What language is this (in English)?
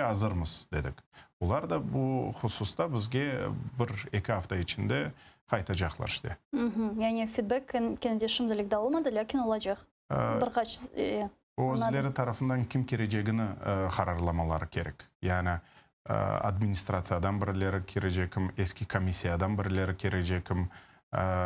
Crimean Tatar